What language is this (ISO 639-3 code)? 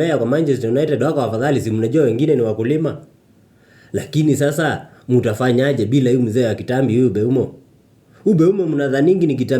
swa